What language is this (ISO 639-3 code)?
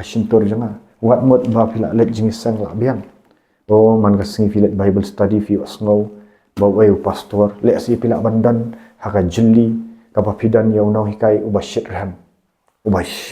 kha